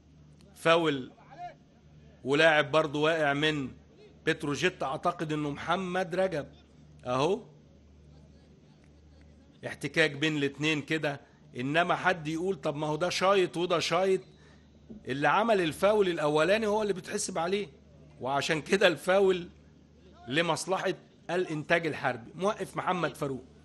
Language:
Egyptian Arabic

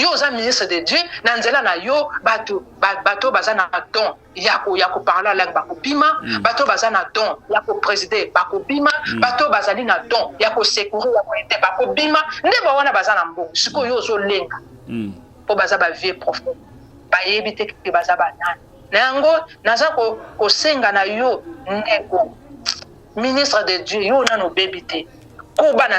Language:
Lingala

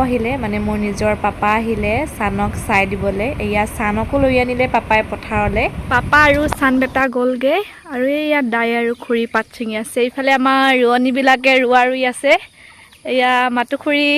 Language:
Assamese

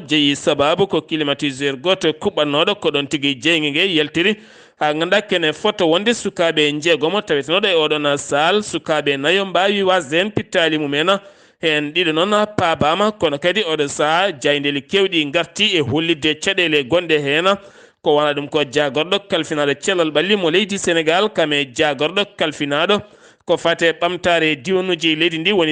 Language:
Fula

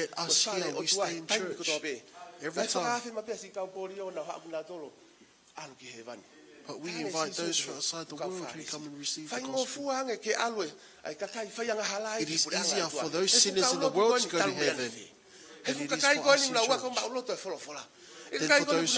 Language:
Tongan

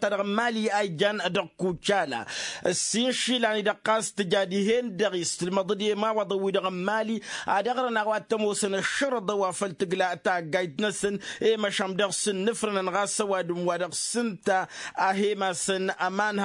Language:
Tamasheq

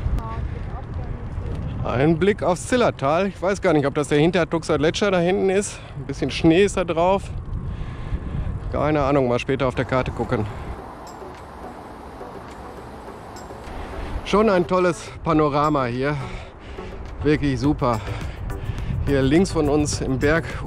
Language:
German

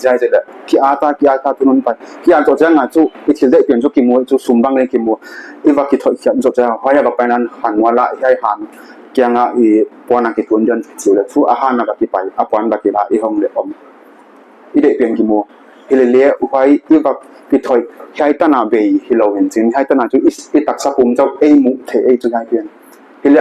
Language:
Paite Chin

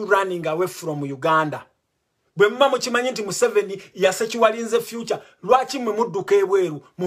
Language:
Ganda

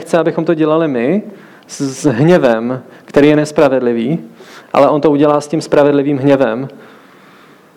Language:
Czech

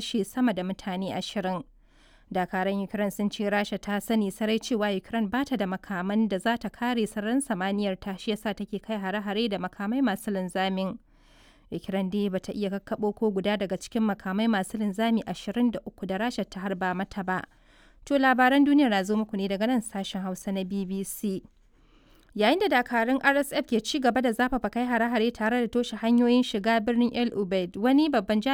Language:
Hausa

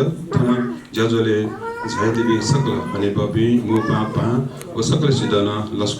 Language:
Newari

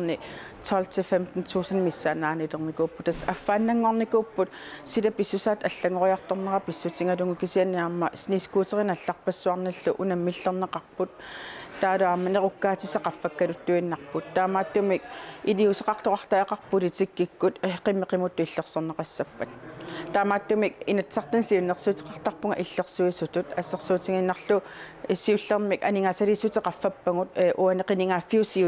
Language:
Kalaallisut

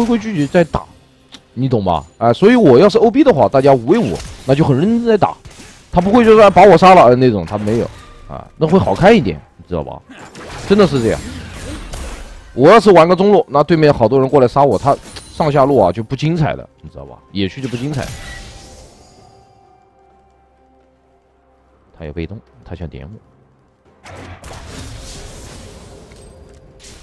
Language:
Chinese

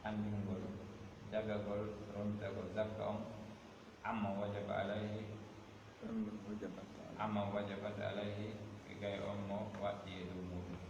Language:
Pular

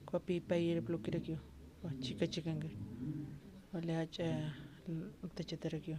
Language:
Aymara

